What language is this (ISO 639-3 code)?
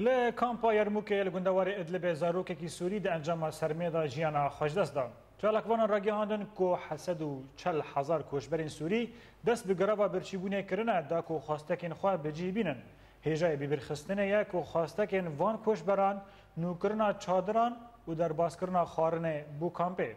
kur